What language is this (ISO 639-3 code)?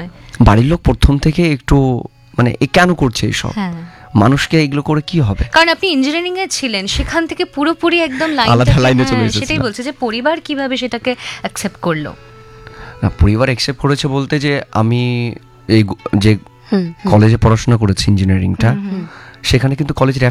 ben